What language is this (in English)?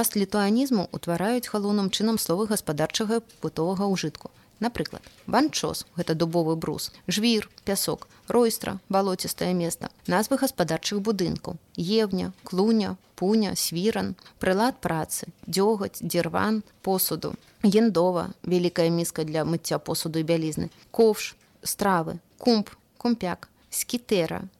Belarusian